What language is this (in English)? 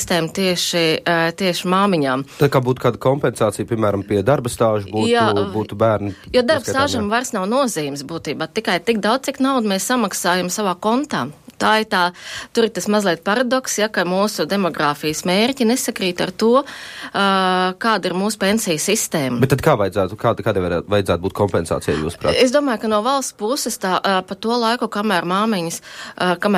Latvian